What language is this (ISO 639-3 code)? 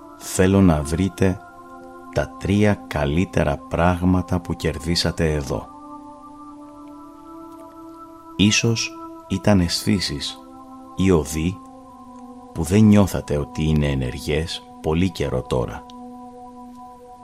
ell